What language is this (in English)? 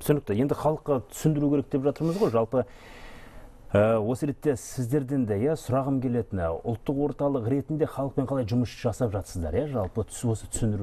Kazakh